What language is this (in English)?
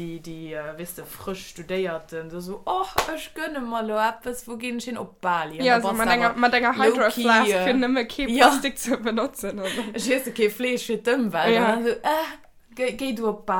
Luxembourgish